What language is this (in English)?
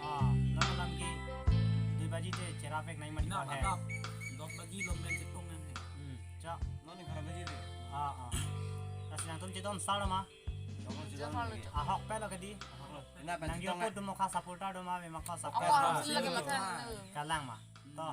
Karbi